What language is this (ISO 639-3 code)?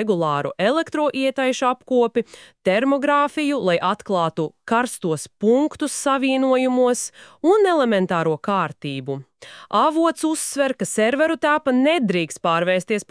lav